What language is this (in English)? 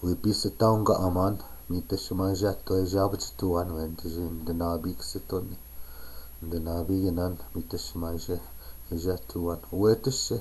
Chippewa